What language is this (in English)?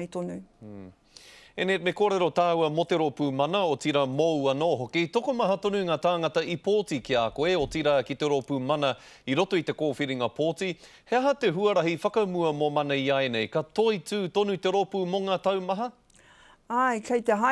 Māori